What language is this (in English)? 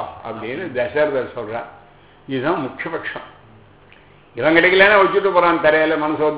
Tamil